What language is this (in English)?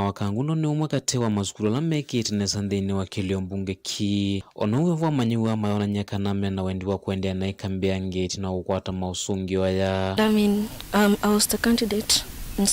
Kamba